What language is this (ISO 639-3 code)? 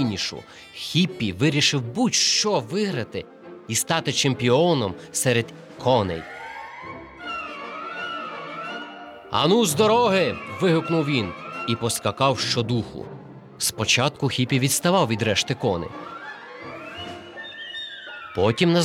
ukr